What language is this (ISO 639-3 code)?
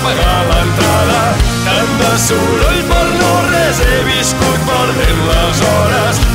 cat